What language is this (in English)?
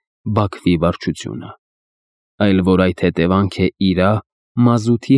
Armenian